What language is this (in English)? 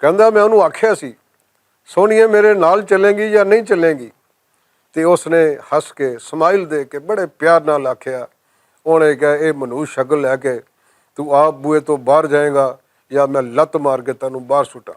Western Panjabi